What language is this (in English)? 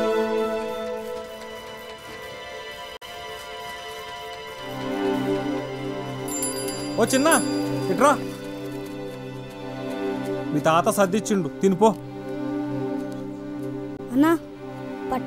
Telugu